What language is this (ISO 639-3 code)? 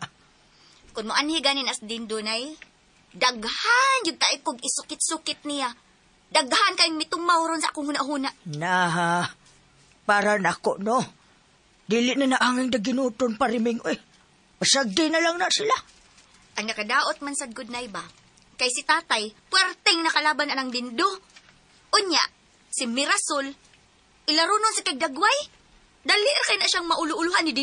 ceb